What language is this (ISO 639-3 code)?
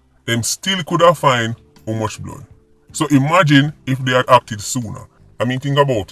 jam